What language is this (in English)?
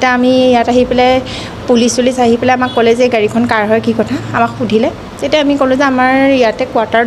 Assamese